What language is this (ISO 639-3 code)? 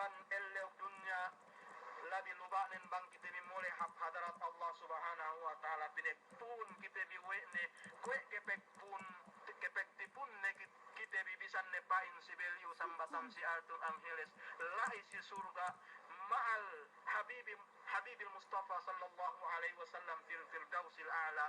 yka